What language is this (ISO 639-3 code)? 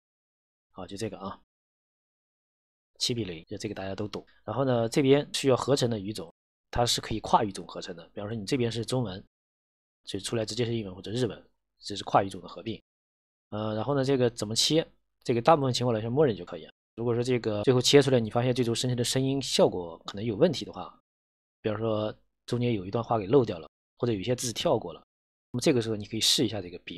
zho